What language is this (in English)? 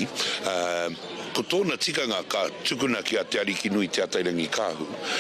Māori